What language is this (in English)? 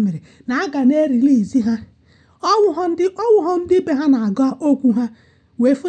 Igbo